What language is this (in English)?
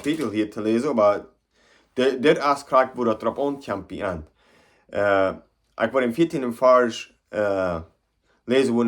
Plautdietsch